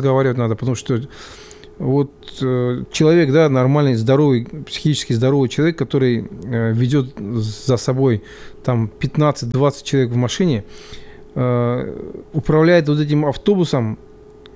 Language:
Russian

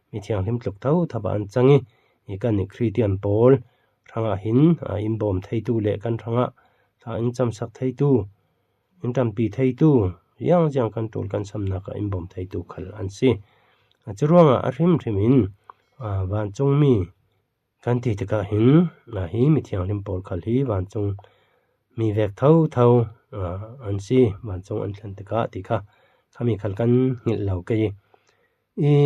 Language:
Falam Chin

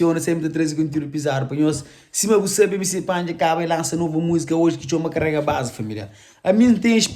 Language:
Kabuverdianu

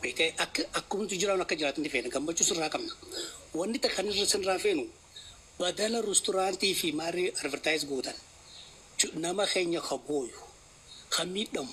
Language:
Oromo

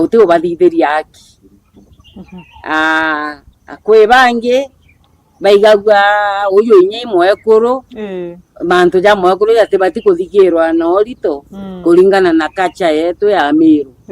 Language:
Meru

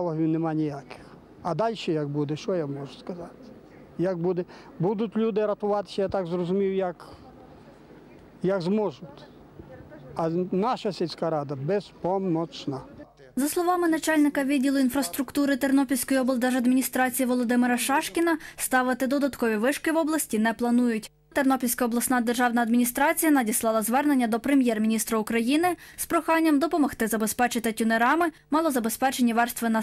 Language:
Ukrainian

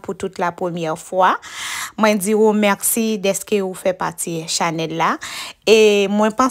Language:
Haitian Creole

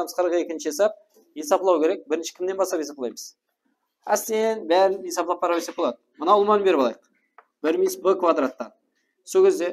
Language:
Kara-Kalpak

